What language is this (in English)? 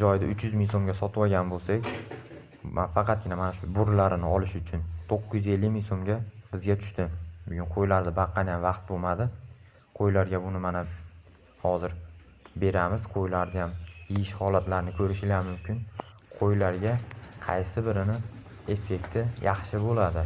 Uzbek